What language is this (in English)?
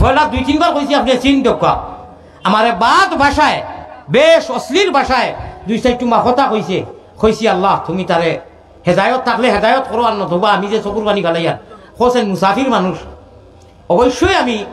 Sylheti